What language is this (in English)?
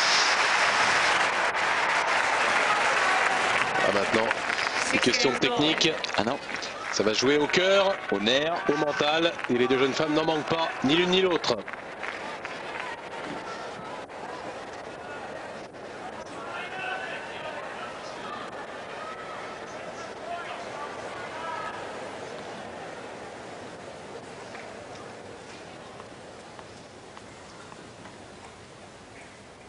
French